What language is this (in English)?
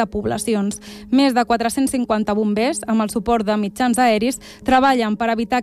Catalan